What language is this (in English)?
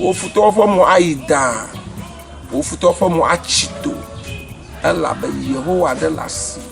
Ewe